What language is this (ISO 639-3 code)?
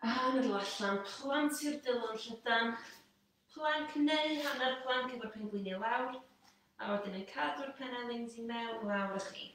cym